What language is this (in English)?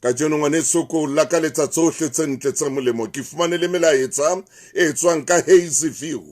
Southern Sotho